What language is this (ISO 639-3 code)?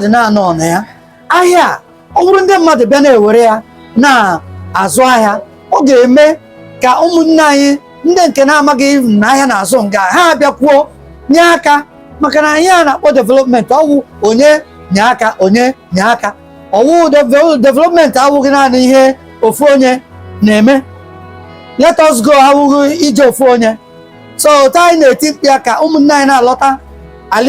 ibo